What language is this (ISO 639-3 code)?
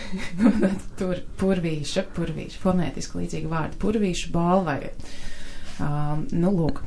lav